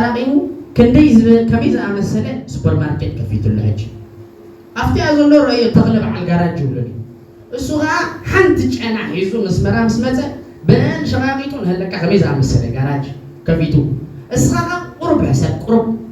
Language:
Tigrinya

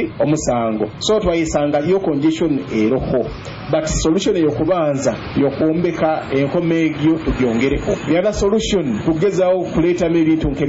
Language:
Nyoro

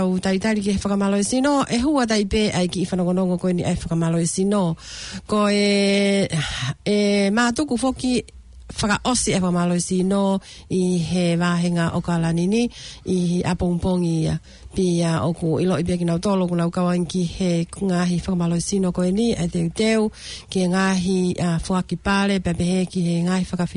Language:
Tongan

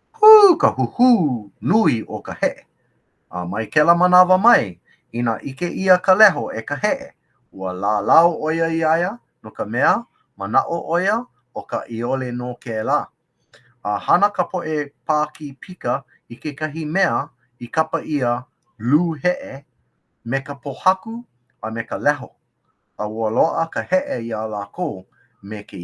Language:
Hawaiian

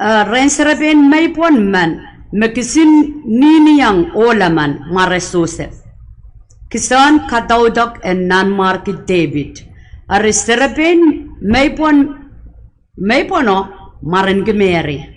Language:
Pohnpeian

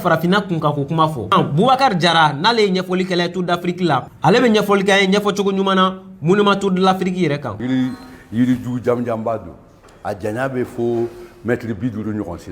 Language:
Bambara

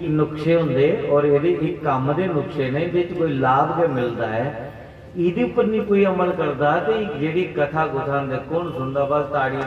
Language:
Dogri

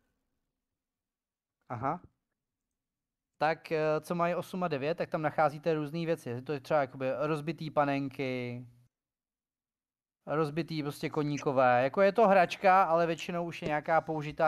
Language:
Czech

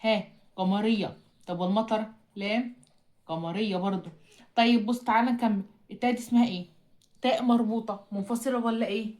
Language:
Egyptian Arabic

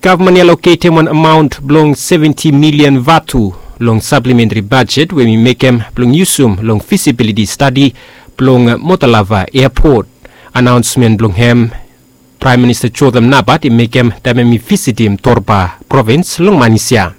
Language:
Bislama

